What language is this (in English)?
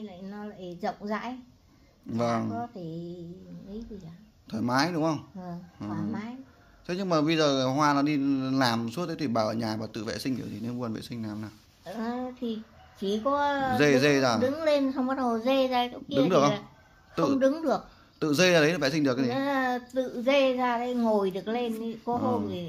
Vietnamese